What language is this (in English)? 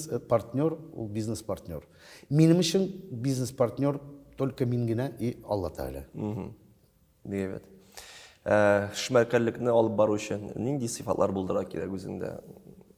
Tatar